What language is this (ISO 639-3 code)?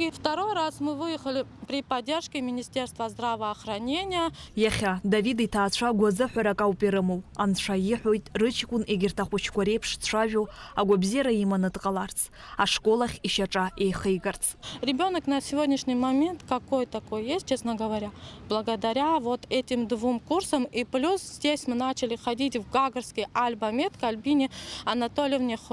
abk